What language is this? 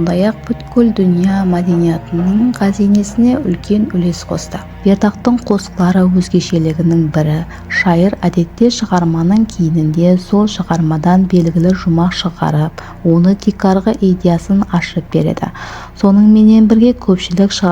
Kara-Kalpak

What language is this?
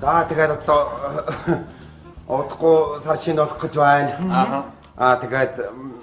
Mongolian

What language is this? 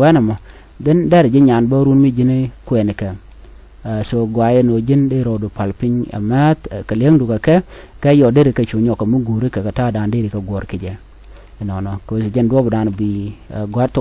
Nuer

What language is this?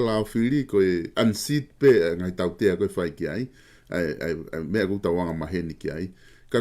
Tongan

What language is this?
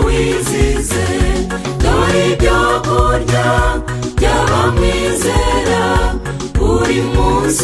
Kinyarwanda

